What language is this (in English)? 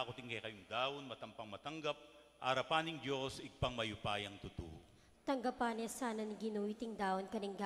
Pampanga